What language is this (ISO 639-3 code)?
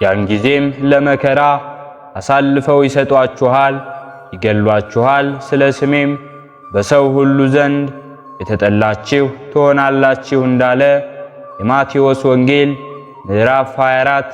amh